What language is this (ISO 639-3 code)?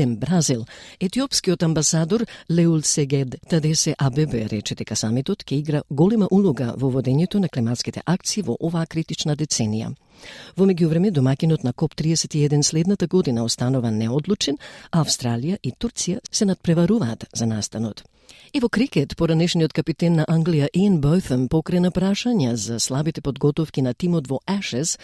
mkd